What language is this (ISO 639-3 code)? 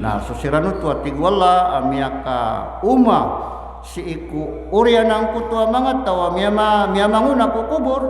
mrw